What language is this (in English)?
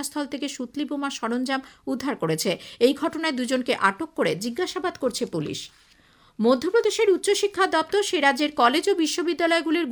Bangla